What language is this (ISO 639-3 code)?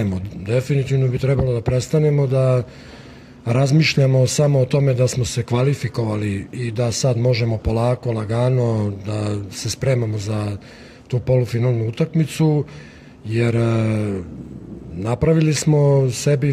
srp